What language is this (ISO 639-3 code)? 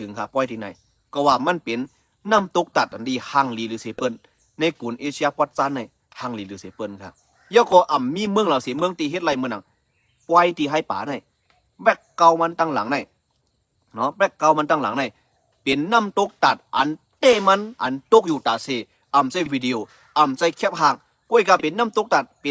shn